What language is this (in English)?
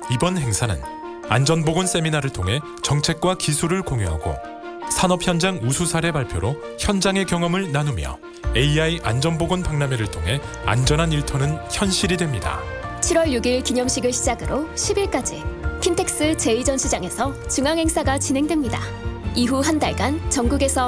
Korean